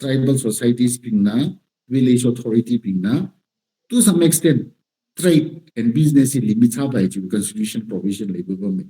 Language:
Tangkhul Naga (India)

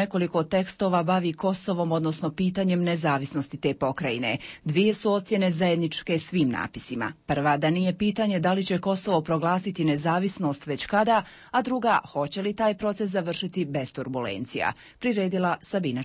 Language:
Bosnian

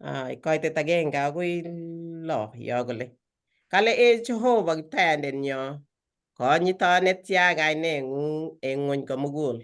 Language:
Kalenjin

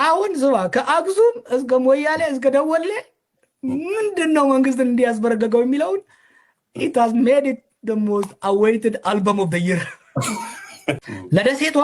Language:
Amharic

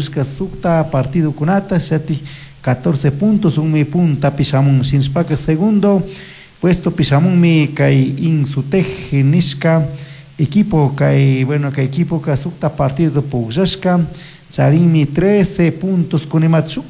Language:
Chimborazo Highland Quichua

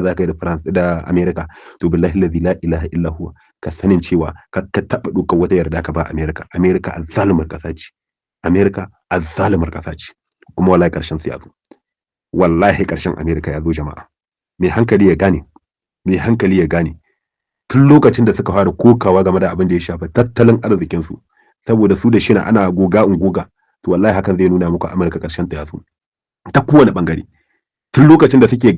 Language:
Hausa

